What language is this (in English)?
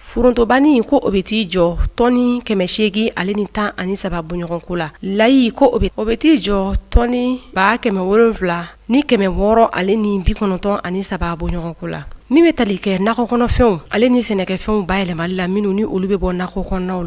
Bambara